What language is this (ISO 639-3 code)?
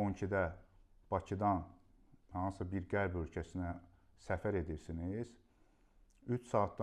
aze